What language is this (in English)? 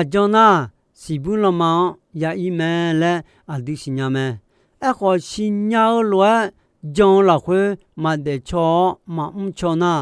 Akha